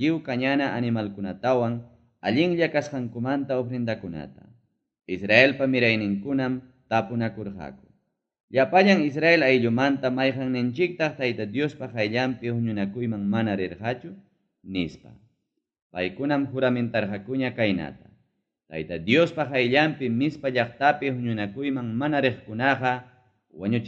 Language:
Ayacucho Quechua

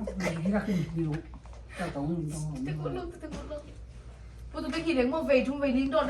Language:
Tedim Chin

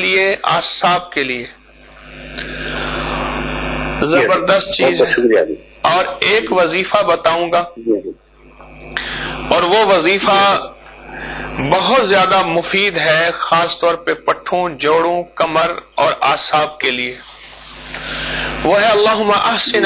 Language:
Urdu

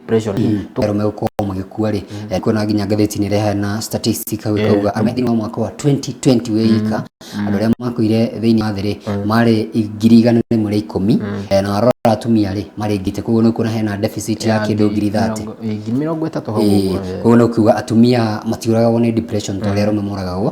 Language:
Kikuyu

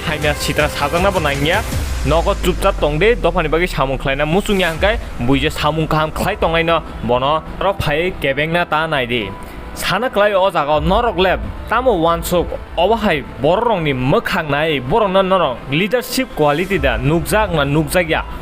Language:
Kok Borok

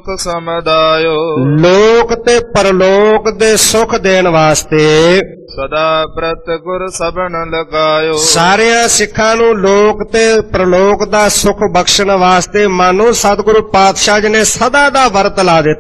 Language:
Punjabi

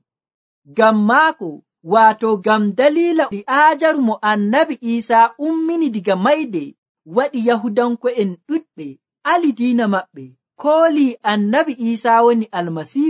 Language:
Nigerian Fulfulde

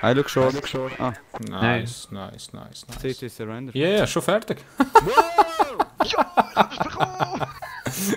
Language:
Swiss German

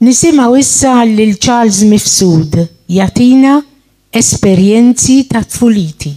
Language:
Maltese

